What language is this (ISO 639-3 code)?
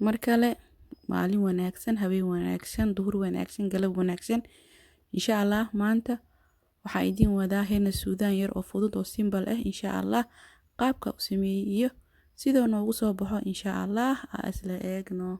som